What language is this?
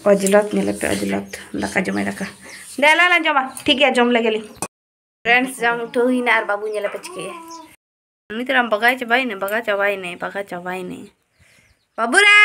Santali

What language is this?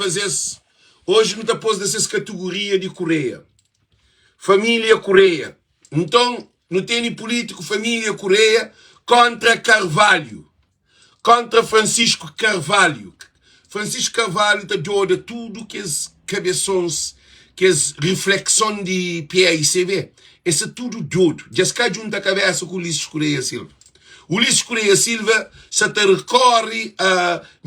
Kabuverdianu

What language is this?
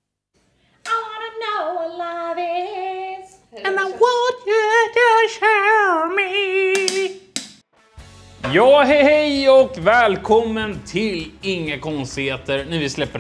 Swedish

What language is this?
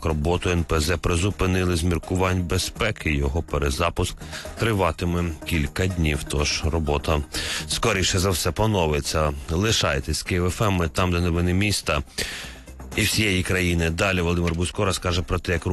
Ukrainian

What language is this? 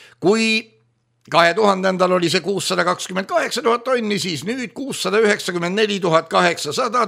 Estonian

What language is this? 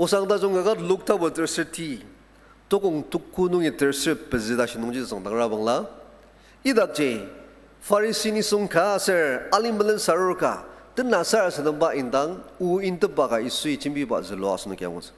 Ao Naga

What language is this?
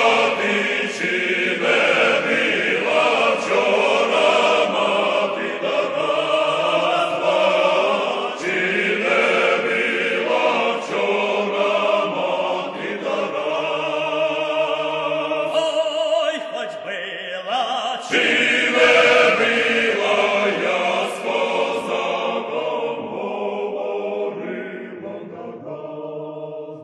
Ukrainian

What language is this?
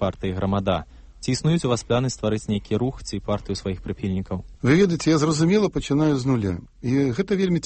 Belarusian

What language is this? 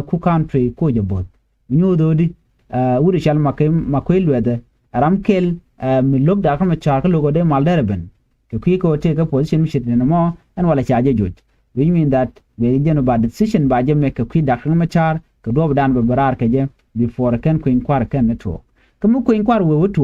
Nuer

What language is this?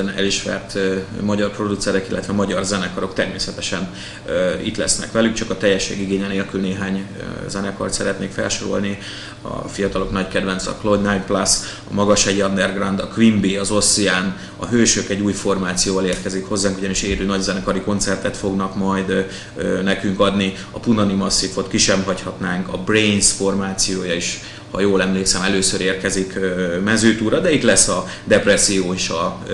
Hungarian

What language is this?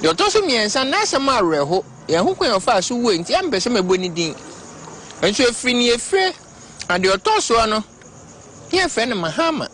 Akan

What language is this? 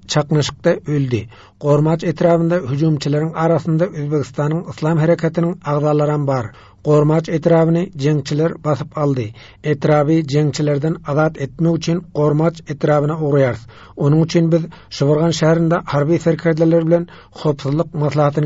Turkmen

